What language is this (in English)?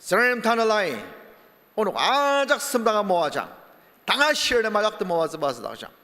Ao Naga